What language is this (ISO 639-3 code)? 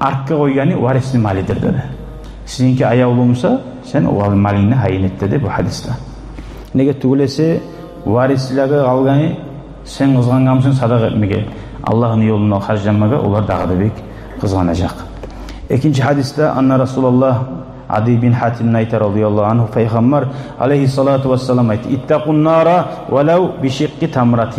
kum